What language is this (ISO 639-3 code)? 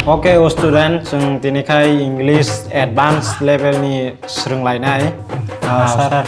trp